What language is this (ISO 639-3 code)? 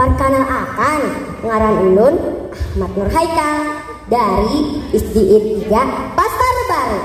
bjn